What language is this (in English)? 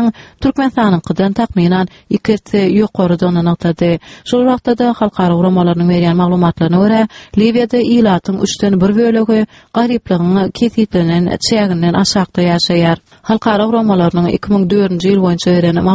Turkmen